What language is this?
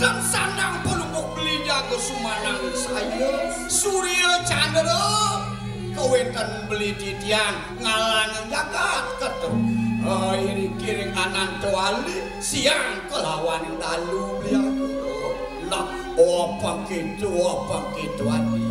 Balinese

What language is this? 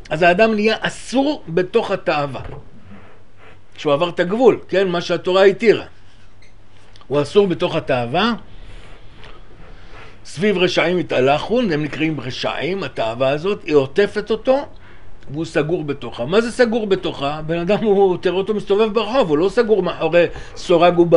Hebrew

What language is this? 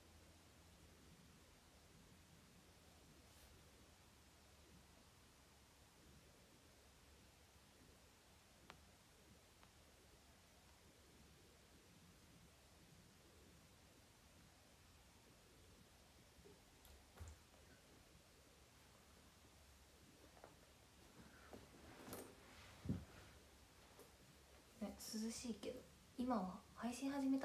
Japanese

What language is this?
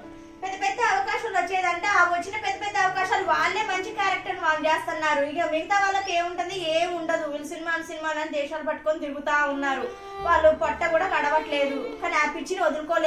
Telugu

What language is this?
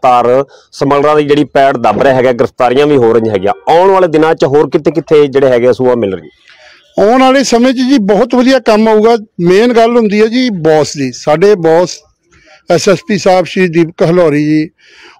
Punjabi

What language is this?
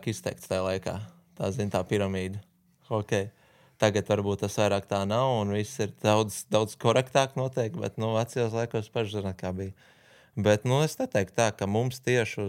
Latvian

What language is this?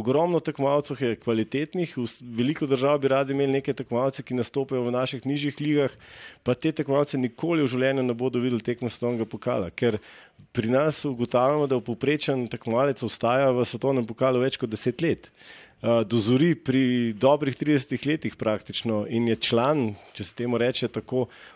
Slovenian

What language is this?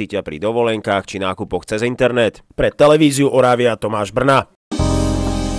Slovak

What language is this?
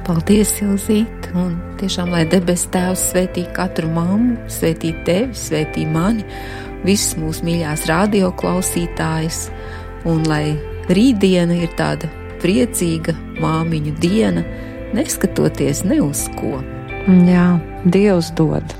Latvian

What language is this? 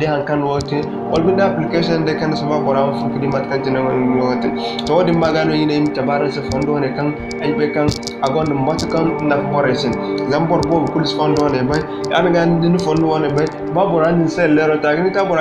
Zarma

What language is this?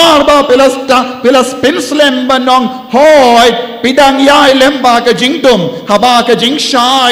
Khasi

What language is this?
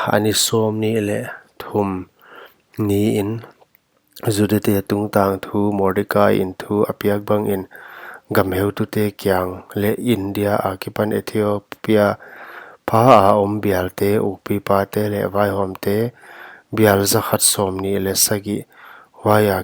Paite Chin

